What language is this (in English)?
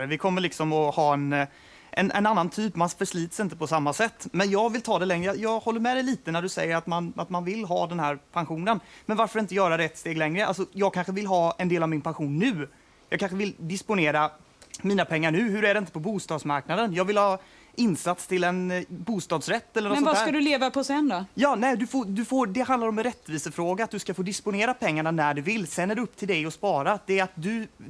Swedish